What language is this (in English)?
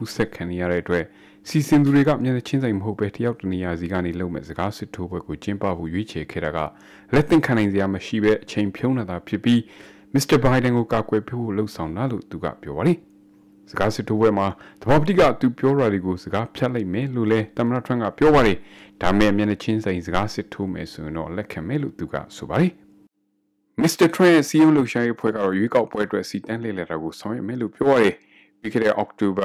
Burmese